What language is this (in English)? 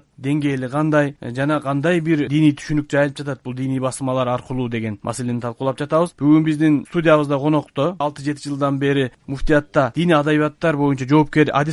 Kyrgyz